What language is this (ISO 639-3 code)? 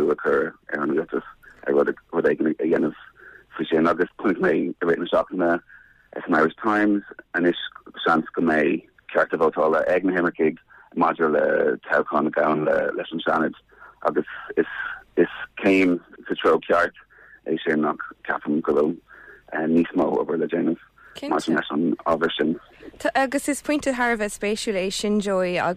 gle